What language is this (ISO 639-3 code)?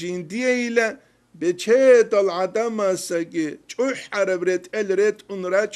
ava